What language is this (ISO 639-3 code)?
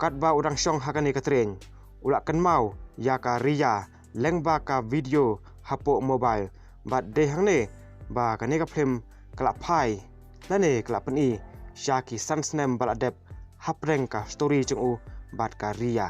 kha